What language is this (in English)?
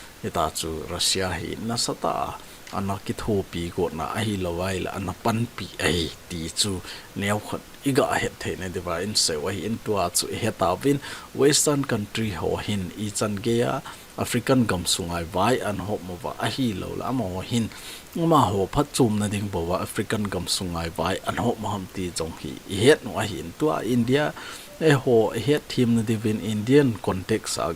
Thado Chin